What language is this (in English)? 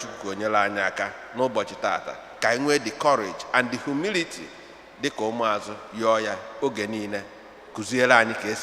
Igbo